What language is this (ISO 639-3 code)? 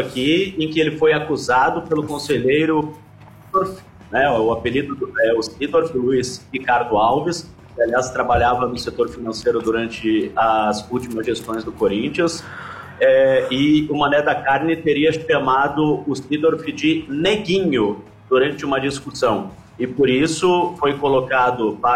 por